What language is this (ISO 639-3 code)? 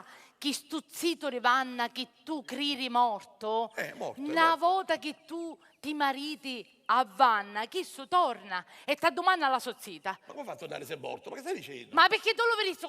scn